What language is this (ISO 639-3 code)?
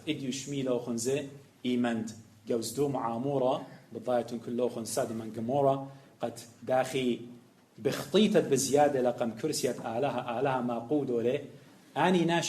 aii